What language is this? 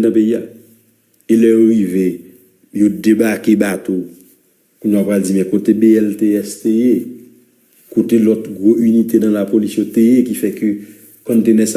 Haitian Creole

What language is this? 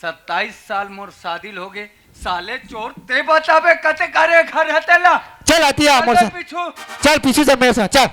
Chhattisgarhi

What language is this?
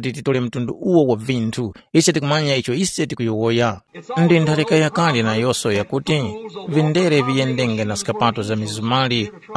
Tumbuka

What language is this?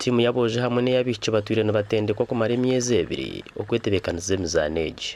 Nyankole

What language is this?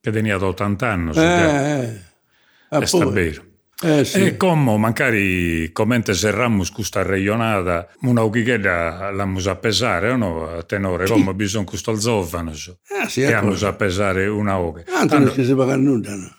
Sardinian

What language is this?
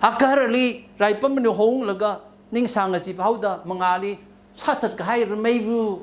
Tangkhul Naga (India)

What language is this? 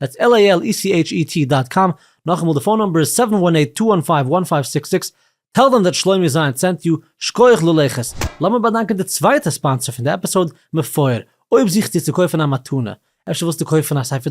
Yiddish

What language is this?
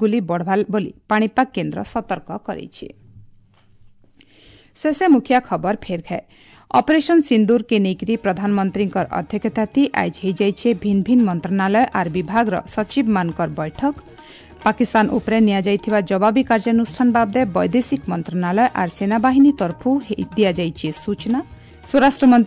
Odia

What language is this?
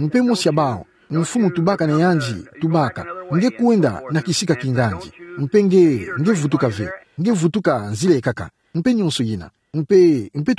Kituba (Democratic Republic of Congo)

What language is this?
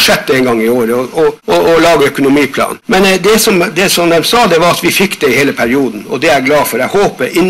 Norwegian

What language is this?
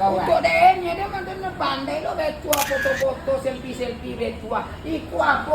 Minangkabau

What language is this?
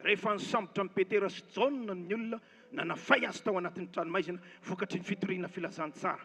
Malagasy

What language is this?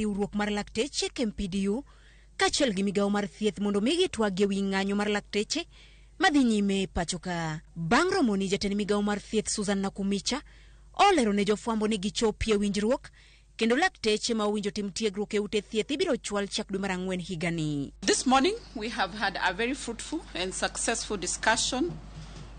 Luo (Kenya and Tanzania)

